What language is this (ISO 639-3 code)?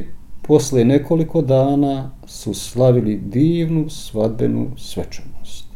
bos